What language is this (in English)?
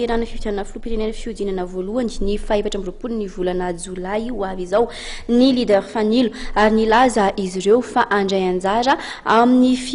Malagasy